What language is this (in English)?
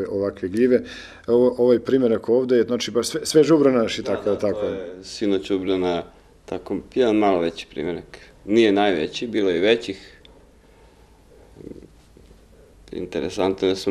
Serbian